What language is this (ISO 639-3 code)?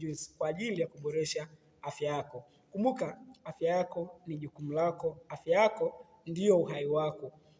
swa